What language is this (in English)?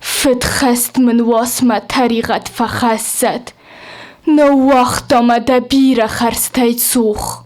Ossetic